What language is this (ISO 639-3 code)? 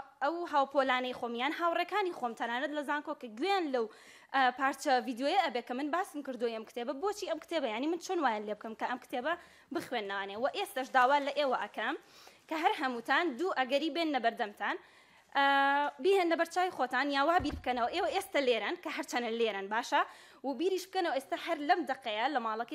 ckb